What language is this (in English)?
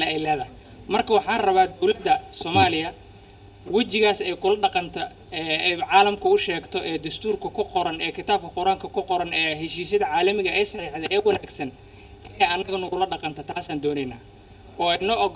Somali